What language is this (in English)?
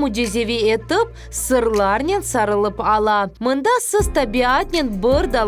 Crimean Tatar